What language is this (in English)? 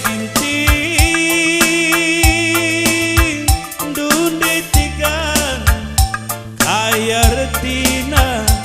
Batak Karo